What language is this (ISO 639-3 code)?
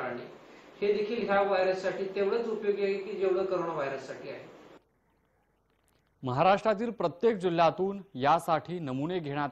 mar